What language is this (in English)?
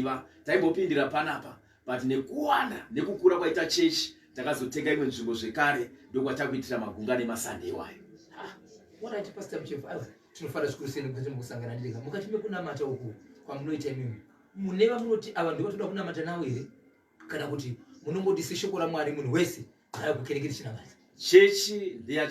Shona